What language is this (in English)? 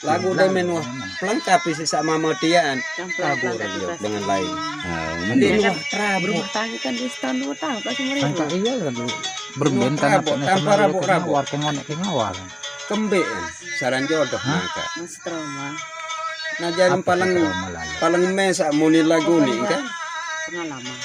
Sasak